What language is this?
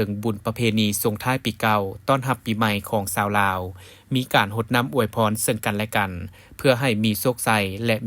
Lao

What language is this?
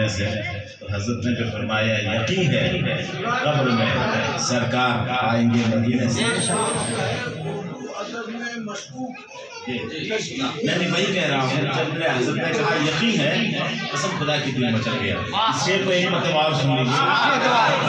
Urdu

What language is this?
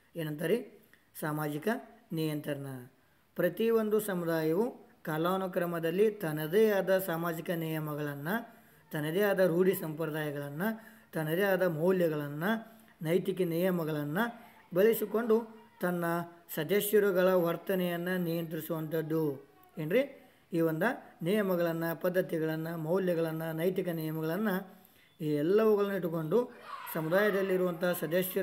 Kannada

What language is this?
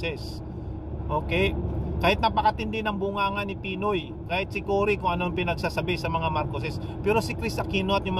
Filipino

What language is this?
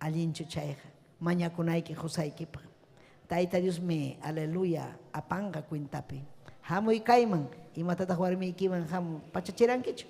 Ayacucho Quechua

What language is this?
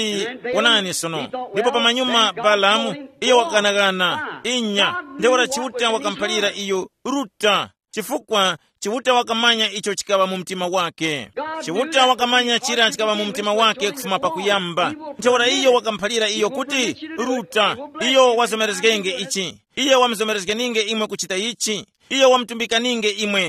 Tumbuka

